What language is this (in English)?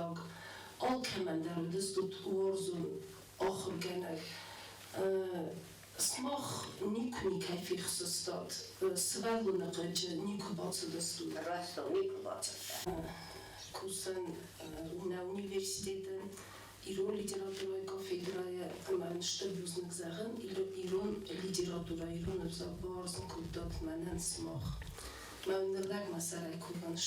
Ossetic